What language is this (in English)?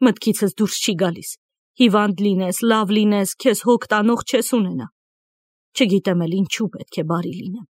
Armenian